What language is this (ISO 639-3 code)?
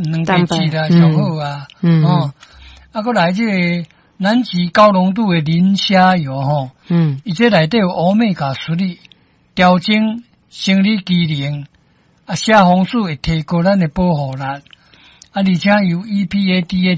nan